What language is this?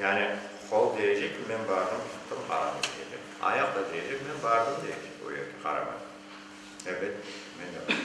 Crimean Tatar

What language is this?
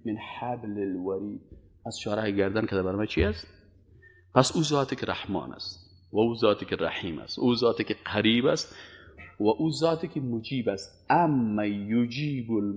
Persian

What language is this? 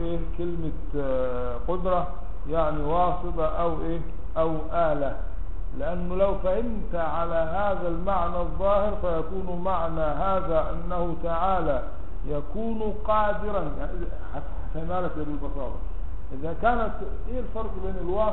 Arabic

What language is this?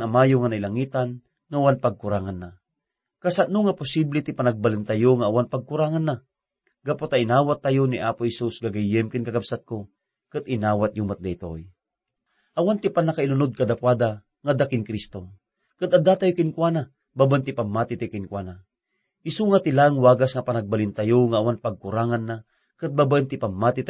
Iloko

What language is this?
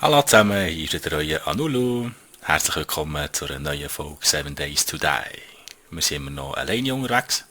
Swiss German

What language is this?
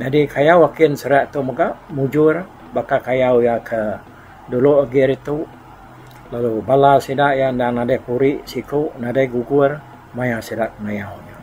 Iban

